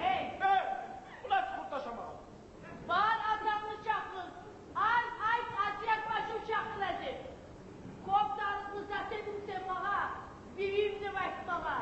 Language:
Kumyk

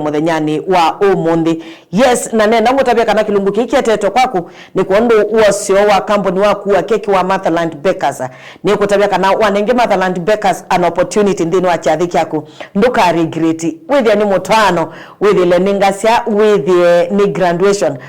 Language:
Kamba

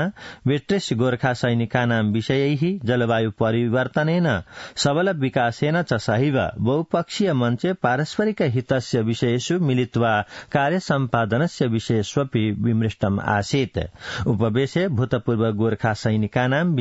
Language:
Sanskrit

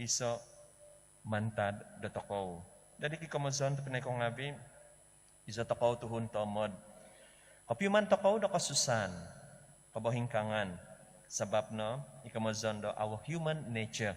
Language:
Central Dusun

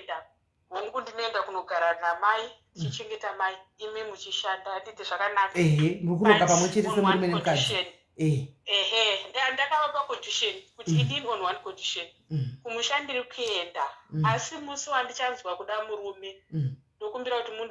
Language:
Shona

